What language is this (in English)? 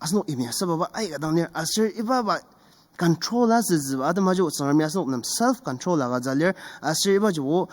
Ao Naga